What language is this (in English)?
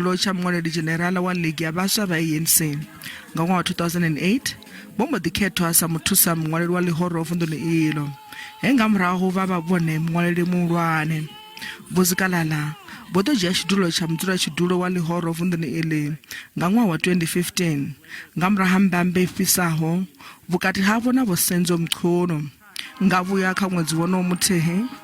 Venda